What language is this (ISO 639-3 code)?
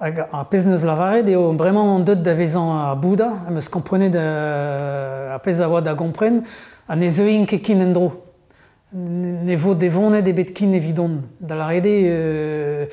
bre